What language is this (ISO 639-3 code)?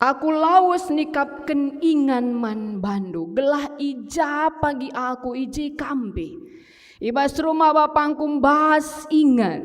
btx